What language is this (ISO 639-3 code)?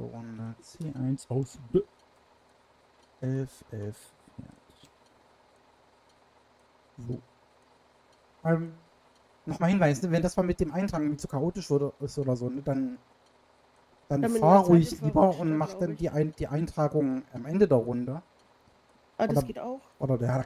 deu